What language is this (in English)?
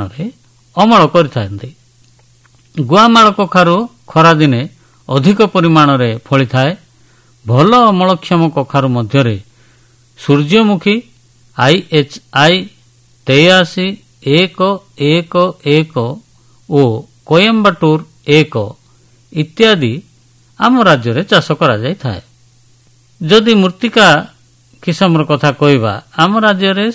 Odia